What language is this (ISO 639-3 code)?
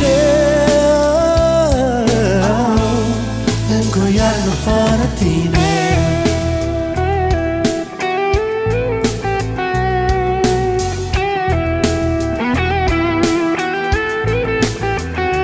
ron